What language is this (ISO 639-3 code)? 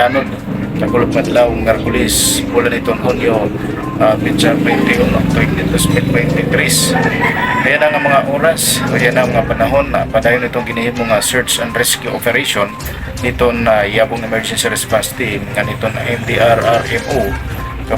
war